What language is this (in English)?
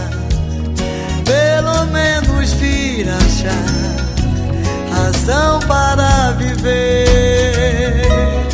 Portuguese